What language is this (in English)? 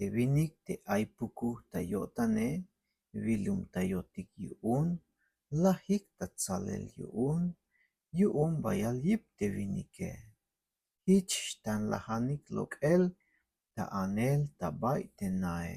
Tzeltal